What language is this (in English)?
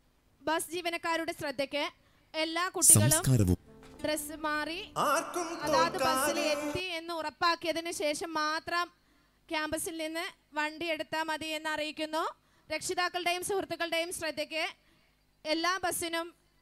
Malayalam